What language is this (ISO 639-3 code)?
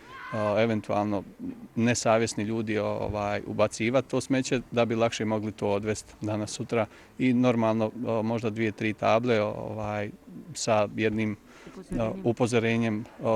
bos